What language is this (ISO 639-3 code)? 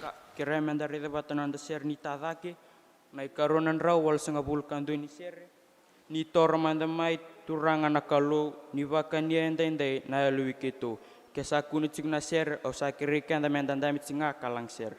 fij